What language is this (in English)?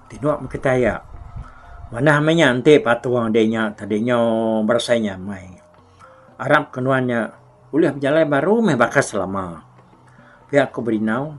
Iban